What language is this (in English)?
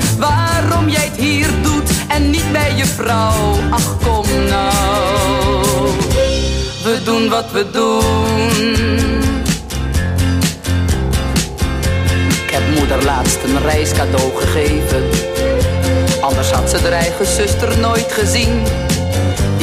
Dutch